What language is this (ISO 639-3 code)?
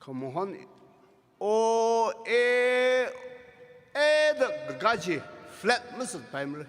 nmf